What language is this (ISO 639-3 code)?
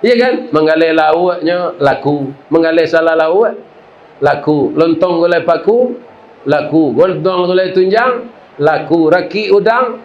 min